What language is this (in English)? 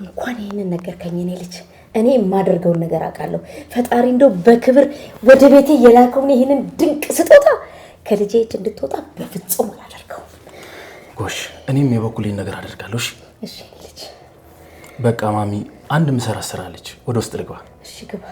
Amharic